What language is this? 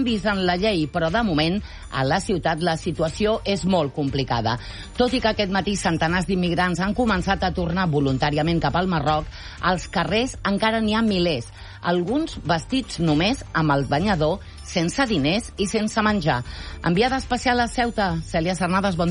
Catalan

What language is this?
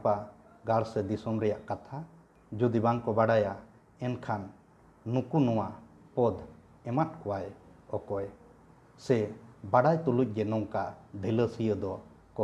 Santali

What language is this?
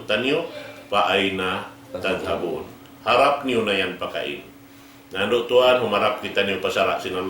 Tausug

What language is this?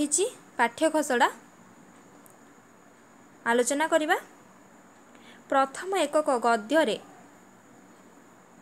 Odia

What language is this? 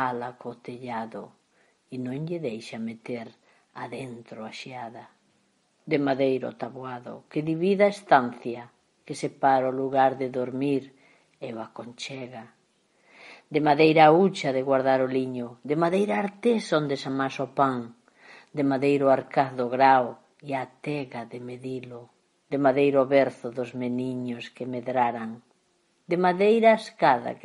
Galician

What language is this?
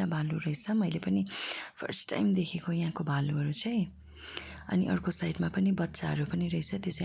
Nepali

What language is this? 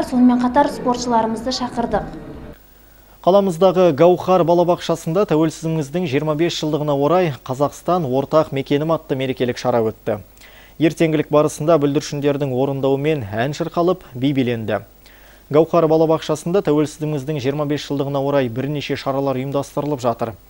Kazakh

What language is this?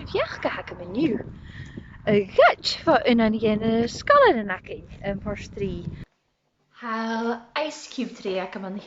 Scottish Gaelic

